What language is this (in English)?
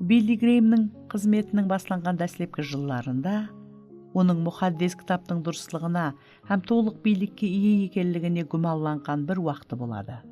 Kara-Kalpak